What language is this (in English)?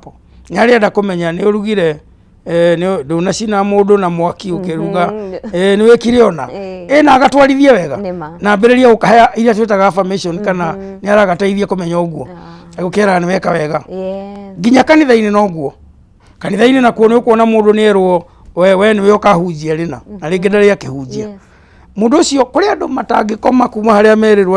Kikuyu